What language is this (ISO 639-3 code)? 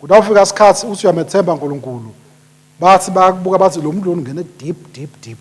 ssw